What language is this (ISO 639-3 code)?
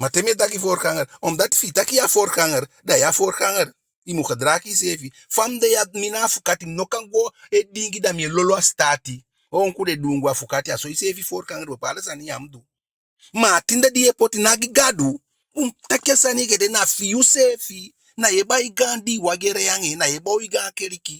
djk